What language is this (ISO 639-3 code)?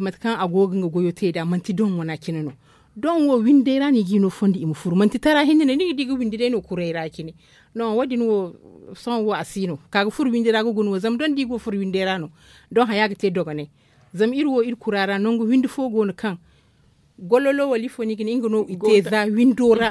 dje